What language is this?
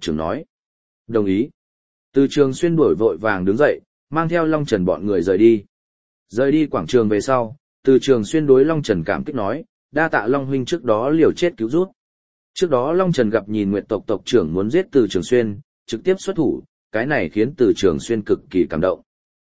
Vietnamese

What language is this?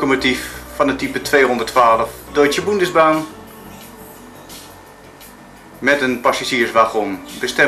Dutch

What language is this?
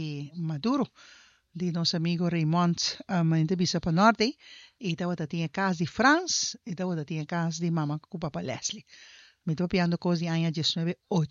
Papiamento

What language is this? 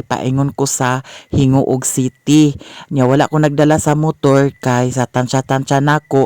Cebuano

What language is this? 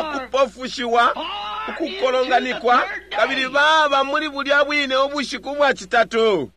Bemba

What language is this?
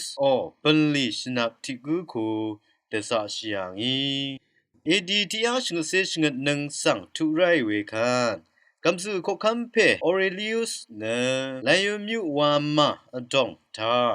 Rawang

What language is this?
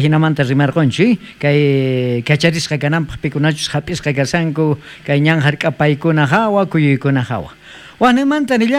South Bolivian Quechua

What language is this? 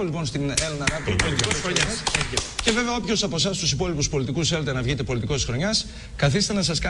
Greek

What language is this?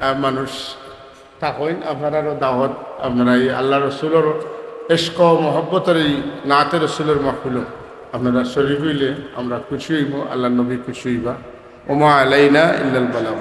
Sylheti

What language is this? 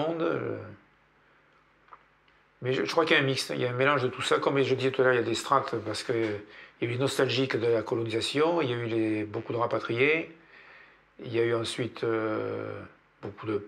French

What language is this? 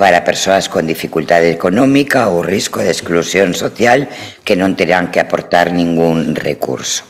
Galician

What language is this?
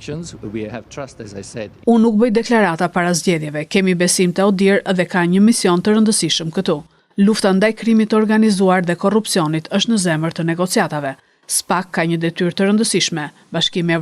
Albanian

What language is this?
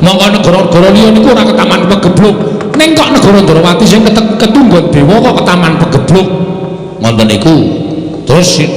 Javanese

